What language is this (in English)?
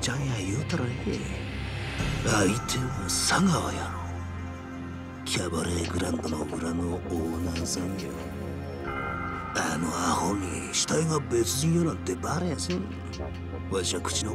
Japanese